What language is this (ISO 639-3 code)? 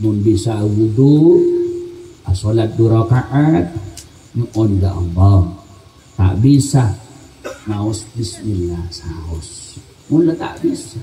mad